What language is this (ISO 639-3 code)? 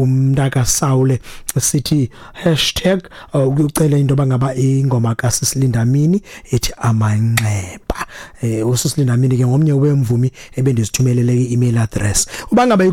xho